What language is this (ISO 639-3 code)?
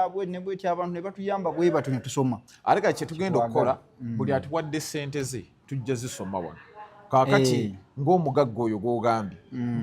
lug